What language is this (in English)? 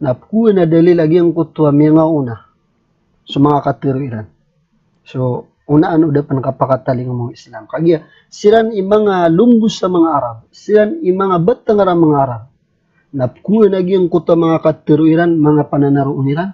Maranao